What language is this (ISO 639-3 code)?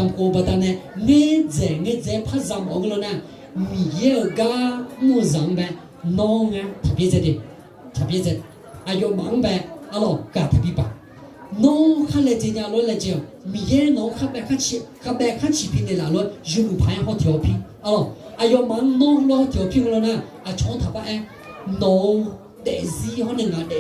ahk